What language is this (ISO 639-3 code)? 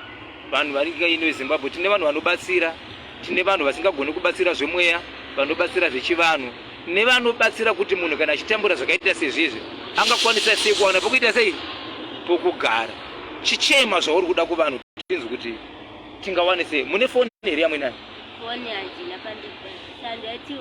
sna